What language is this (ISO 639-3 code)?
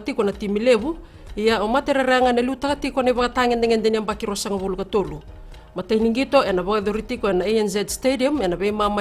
fij